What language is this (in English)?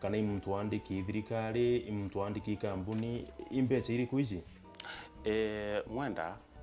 Meru